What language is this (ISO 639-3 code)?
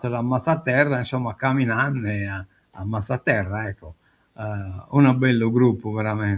srd